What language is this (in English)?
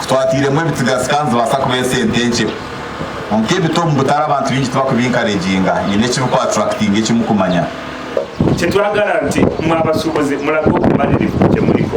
Nyankole